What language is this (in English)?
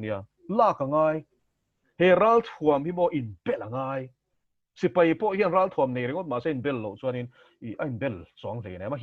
Mizo